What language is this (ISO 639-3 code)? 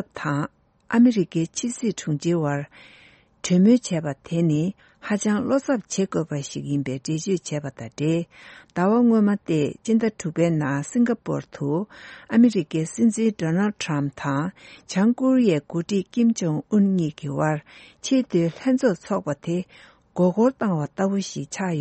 bod